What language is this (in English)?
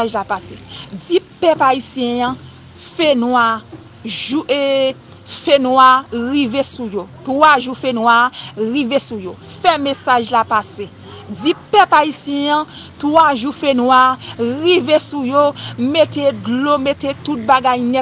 Haitian Creole